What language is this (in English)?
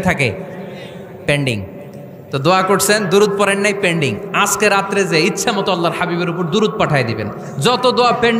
Bangla